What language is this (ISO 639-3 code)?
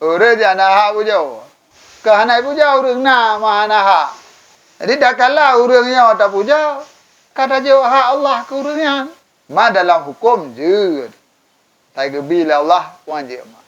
ace